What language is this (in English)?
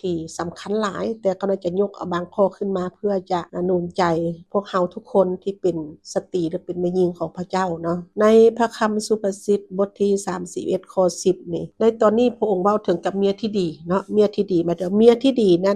Lao